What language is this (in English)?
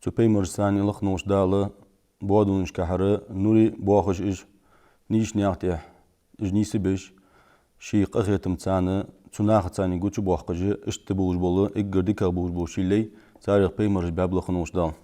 Ingush